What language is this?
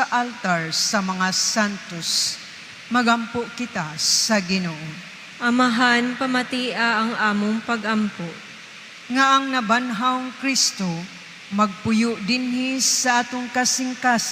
Cebuano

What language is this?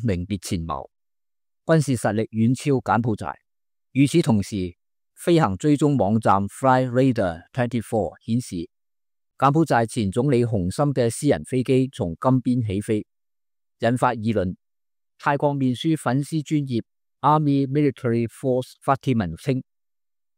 Cantonese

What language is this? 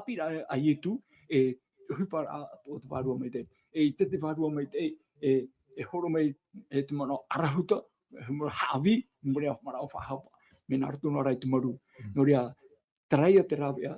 Tahitian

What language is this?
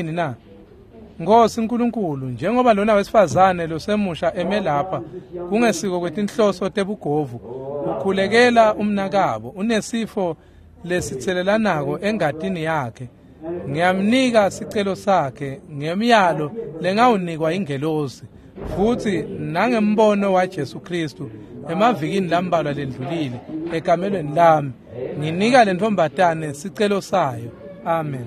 Swati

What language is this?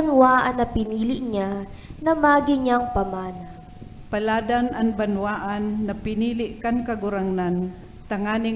Bikol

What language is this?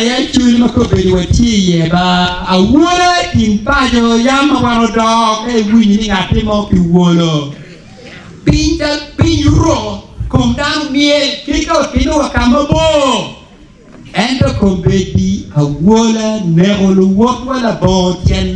Acoli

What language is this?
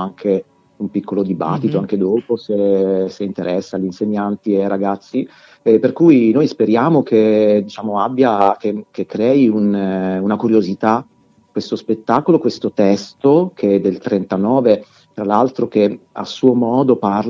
Italian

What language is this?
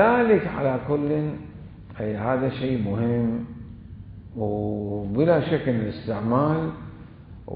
Mesopotamian Arabic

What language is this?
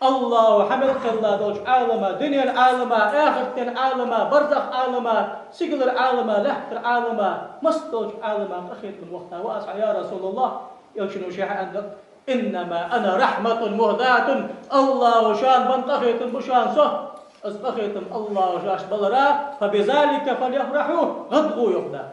Ingush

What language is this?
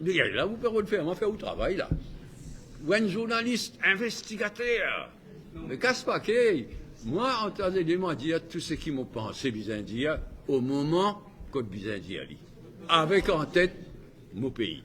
Morisyen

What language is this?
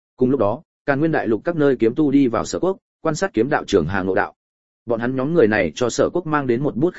Vietnamese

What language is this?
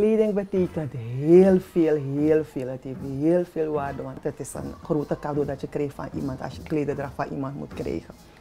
Dutch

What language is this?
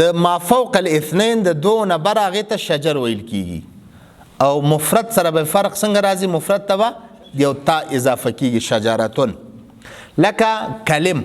Pashto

